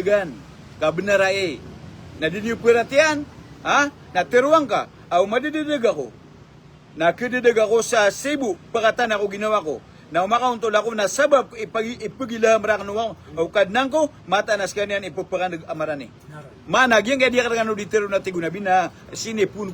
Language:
Maranao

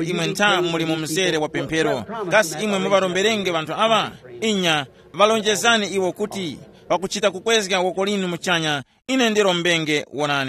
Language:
Tumbuka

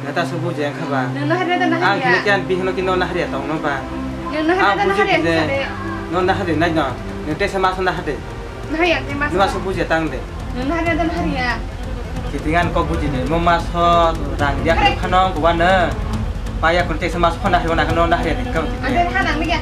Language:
Kok Borok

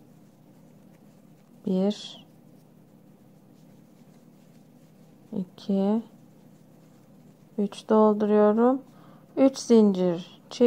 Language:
Turkish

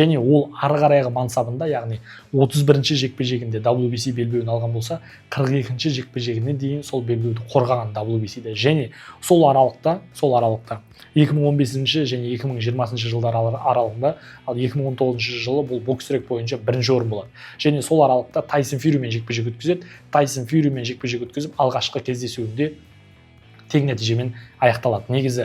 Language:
Kazakh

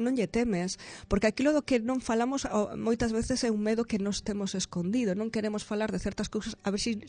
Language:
Galician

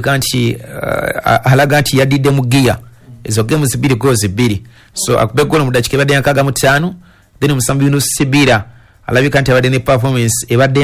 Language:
Ganda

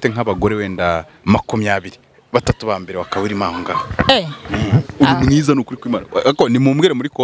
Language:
Kinyarwanda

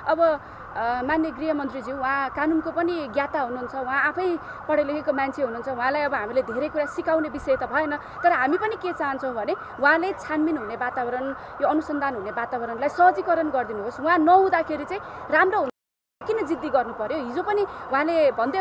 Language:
Nepali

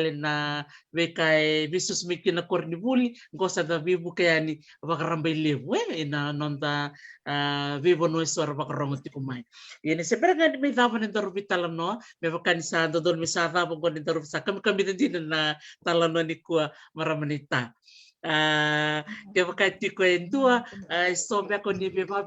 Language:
Fijian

